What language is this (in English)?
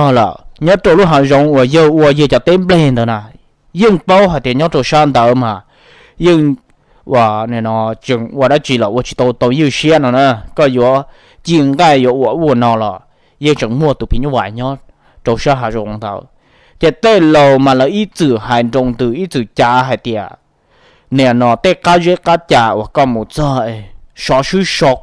Hmong